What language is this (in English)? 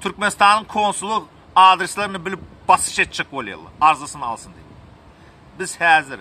Turkmen